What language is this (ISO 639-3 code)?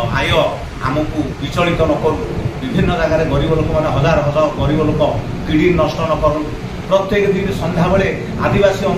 ori